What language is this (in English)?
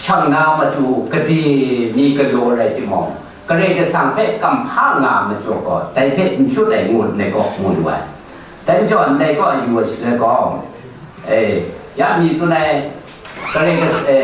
Kachin